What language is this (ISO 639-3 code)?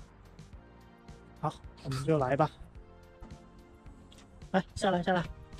zho